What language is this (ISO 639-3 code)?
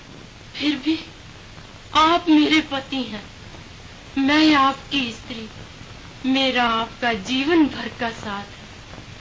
hin